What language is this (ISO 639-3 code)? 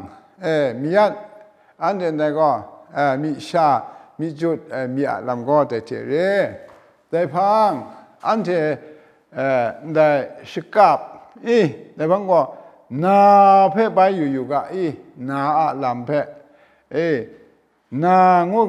kac